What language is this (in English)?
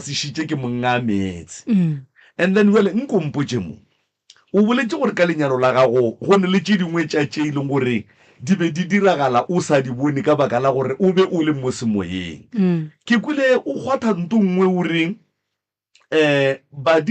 Northern Sotho